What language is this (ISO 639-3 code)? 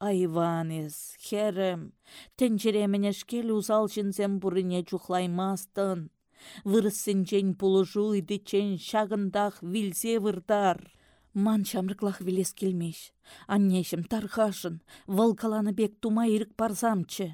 chv